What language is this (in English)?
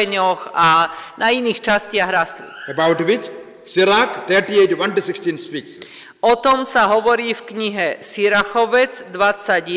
Slovak